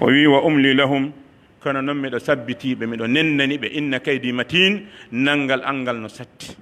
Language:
Pular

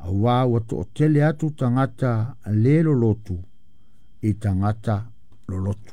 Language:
Samoan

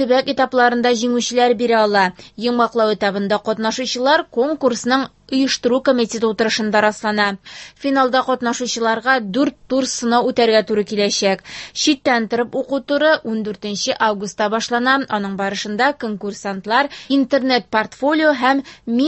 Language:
Tatar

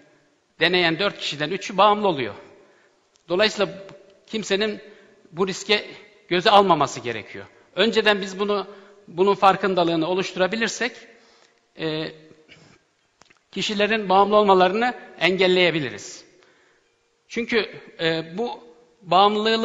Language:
Turkish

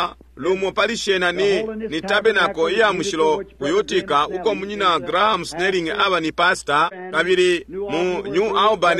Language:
Bemba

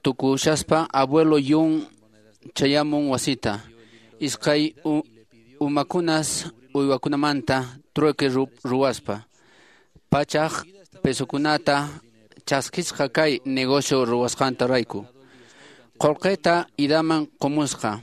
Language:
Quechua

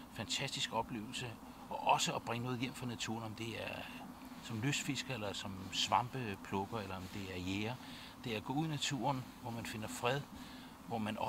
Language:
Danish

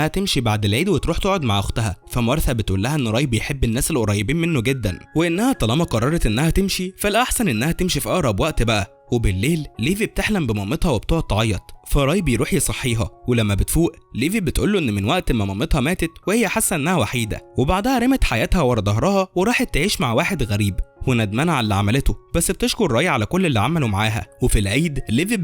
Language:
Egyptian Arabic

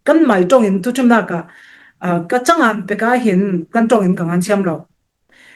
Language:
Falam Chin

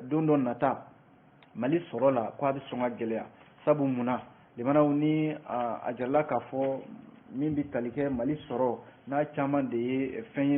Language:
Bambara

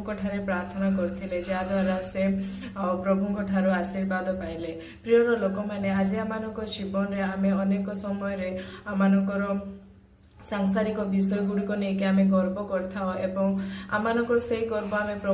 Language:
Odia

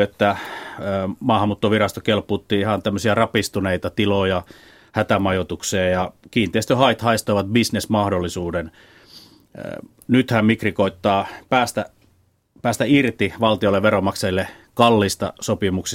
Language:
Finnish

